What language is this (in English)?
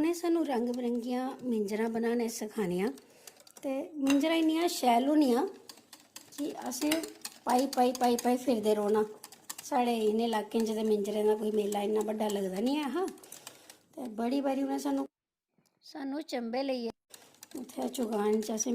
Dogri